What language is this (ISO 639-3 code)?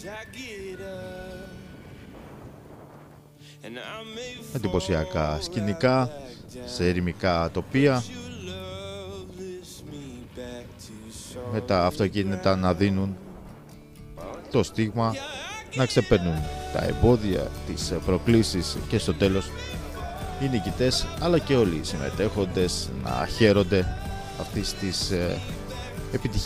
ell